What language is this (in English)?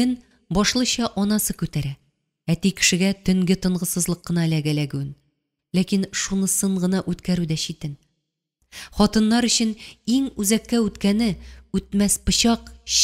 Tatar